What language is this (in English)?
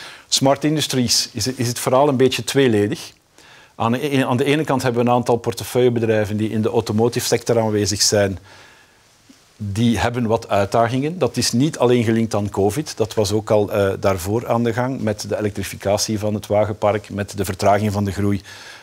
Dutch